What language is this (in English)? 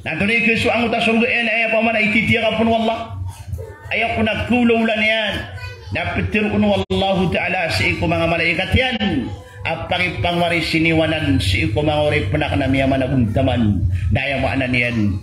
Maranao